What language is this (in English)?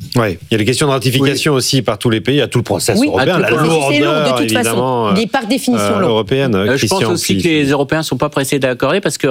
French